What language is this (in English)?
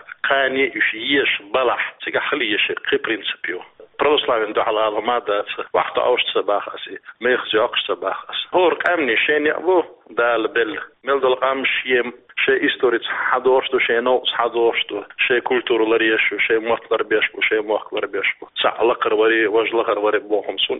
Chechen